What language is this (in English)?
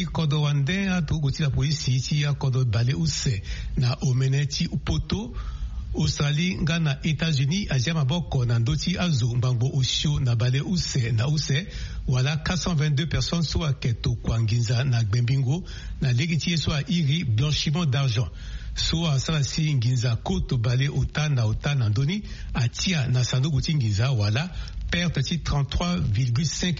Sango